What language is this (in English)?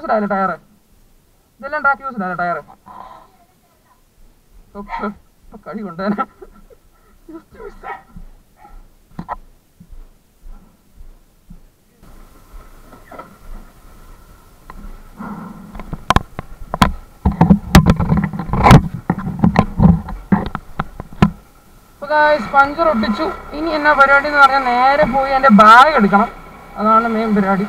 Malayalam